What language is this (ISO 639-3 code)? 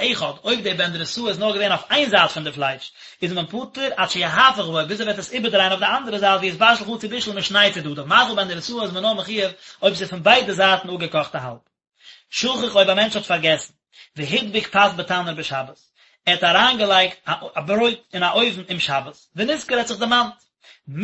yid